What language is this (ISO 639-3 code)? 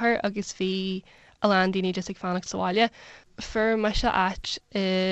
gle